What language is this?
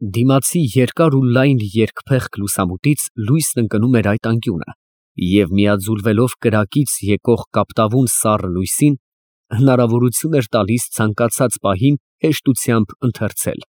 Armenian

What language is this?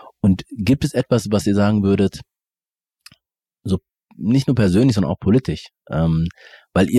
German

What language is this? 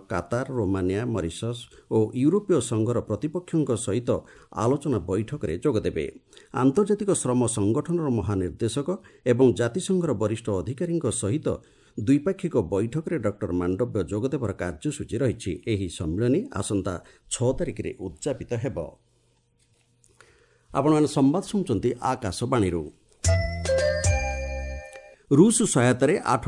Odia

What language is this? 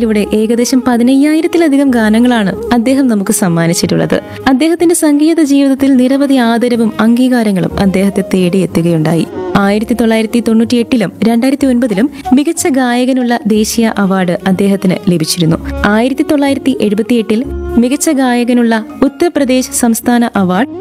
Malayalam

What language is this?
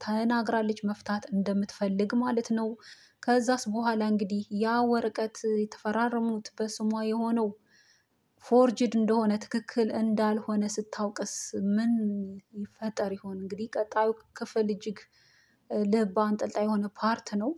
Amharic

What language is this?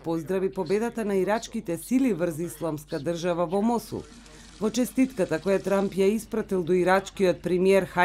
Macedonian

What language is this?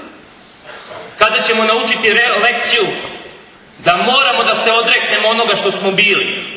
Serbian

